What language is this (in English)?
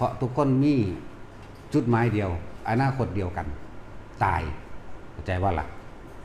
Northeastern Thai